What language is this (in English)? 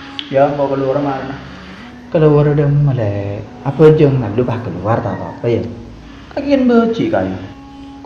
Madurese